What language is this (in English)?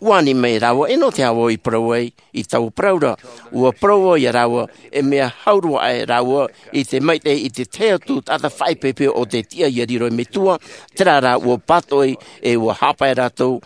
Tahitian